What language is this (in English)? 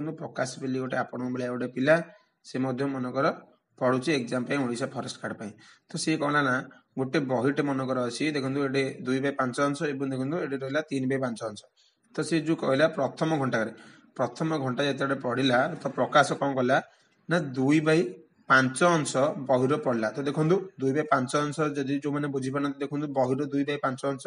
Odia